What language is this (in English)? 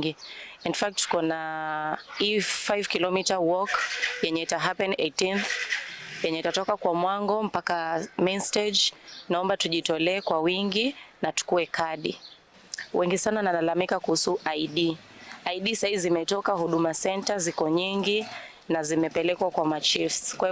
Kikuyu